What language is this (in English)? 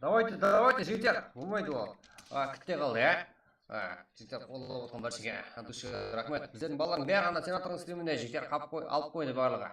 Kara-Kalpak